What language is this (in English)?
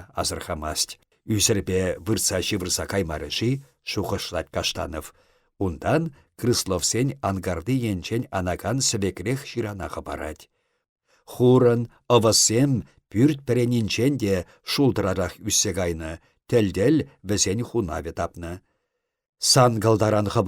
Chuvash